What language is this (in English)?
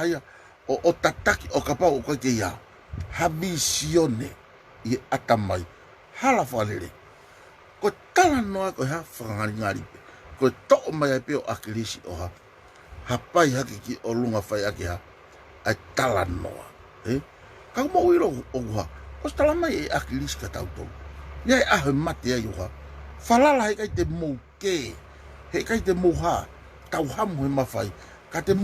Tongan